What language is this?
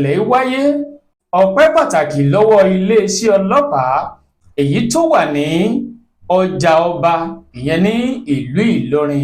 Yoruba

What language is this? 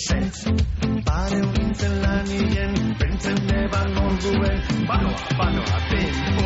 Basque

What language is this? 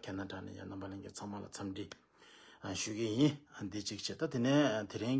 Tibetan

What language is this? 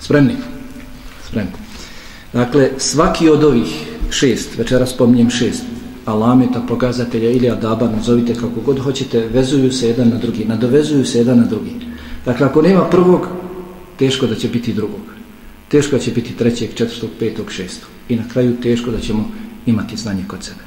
Bosnian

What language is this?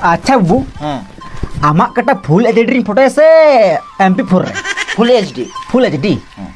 Santali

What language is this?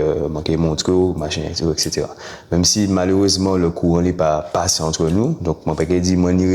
Guadeloupean Creole French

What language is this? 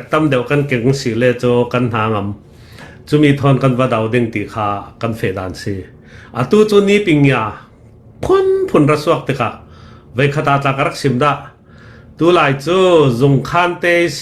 Falam Chin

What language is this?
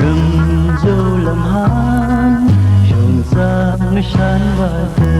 Tangkhul Naga (India)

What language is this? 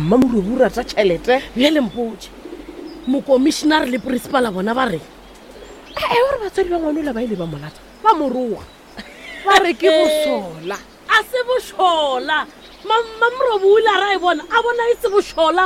Northern Sotho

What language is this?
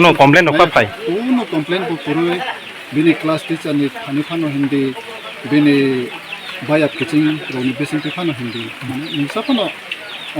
Kok Borok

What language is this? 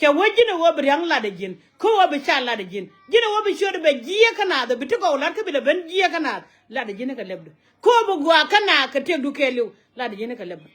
Nuer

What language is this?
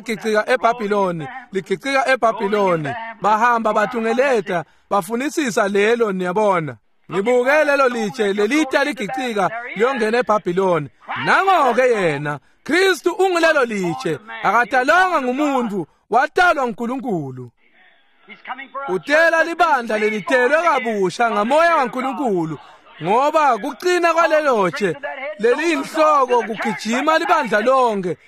Swati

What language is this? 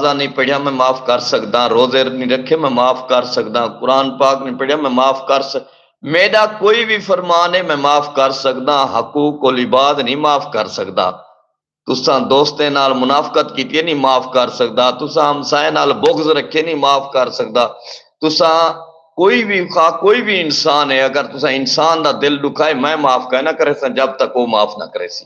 Saraiki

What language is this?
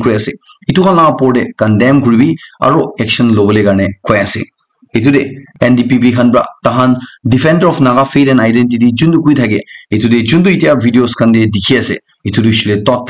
Naga Pidgin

